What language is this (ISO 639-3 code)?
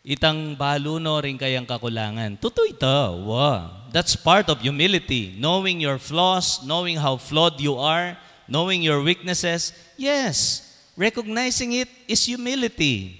pam